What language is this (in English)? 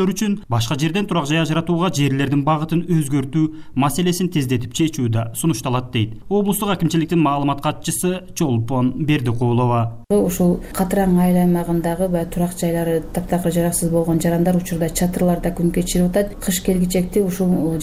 Kyrgyz